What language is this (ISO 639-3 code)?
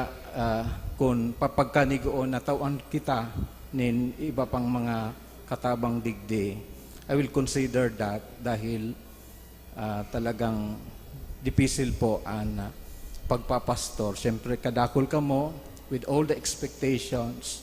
bik